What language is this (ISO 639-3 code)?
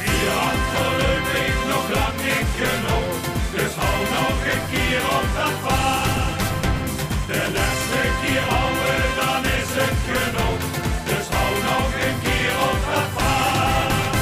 lim